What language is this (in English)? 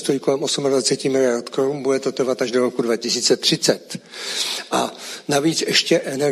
Czech